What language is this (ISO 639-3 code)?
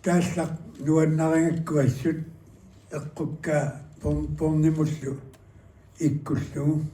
kal